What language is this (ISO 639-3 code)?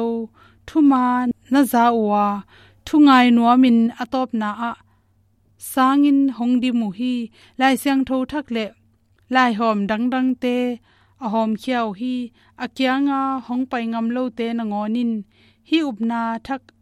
ctd